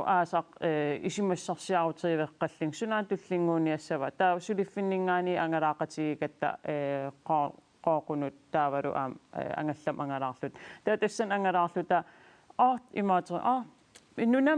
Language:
Kalaallisut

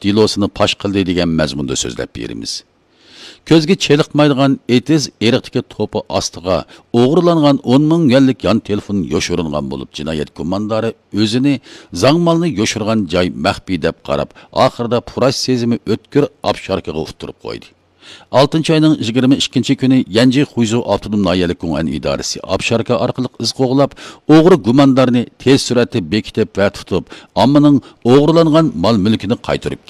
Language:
Uyghur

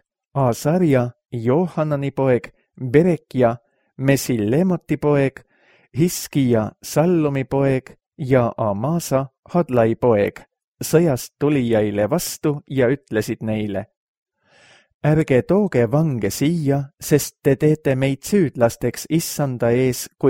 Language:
Estonian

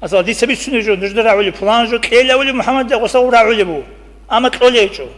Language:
Avaric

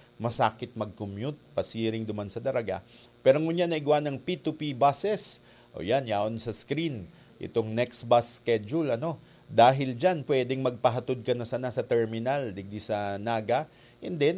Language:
Bikol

